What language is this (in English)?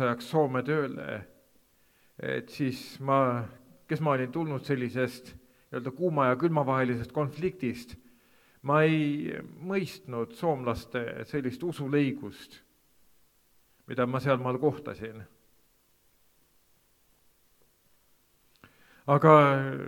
Estonian